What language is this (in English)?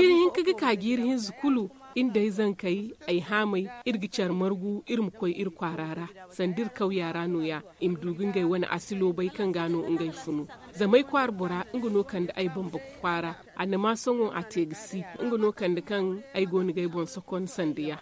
Zarma